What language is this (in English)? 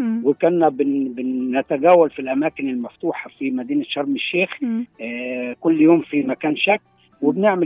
Egyptian Arabic